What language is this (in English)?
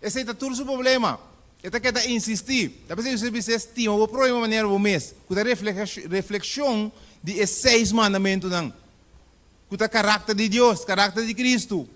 Papiamento